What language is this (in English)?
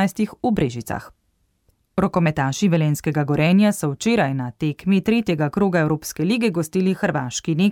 Slovenian